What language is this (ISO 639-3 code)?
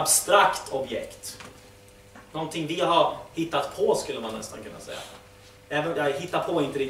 swe